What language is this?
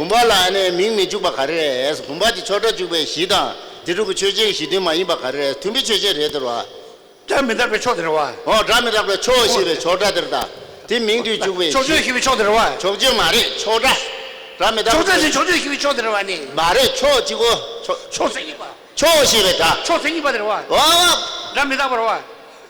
Tibetan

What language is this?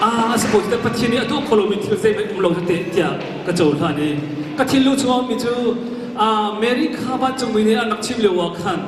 Hakha Chin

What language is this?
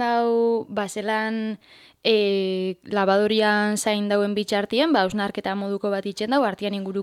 Basque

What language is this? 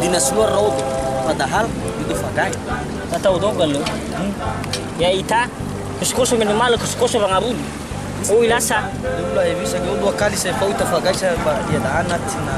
Nias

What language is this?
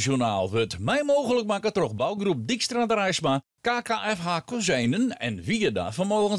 Western Frisian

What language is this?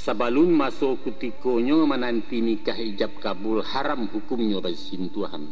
Minangkabau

